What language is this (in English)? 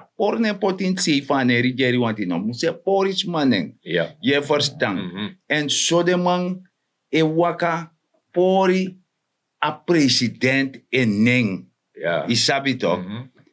Sranan Tongo